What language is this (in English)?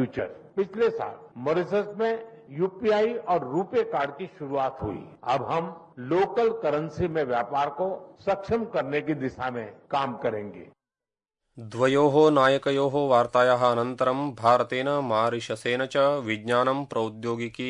Sanskrit